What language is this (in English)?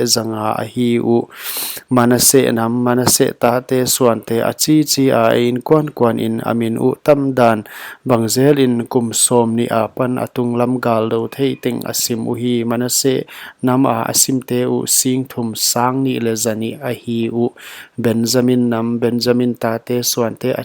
Paite Chin